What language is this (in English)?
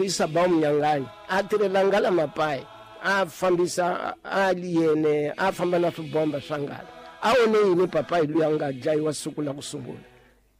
Tsonga